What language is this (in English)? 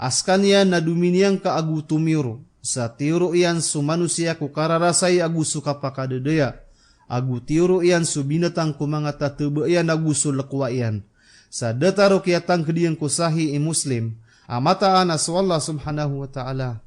Maranao